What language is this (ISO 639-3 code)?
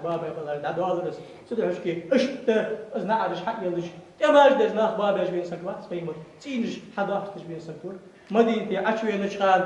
inh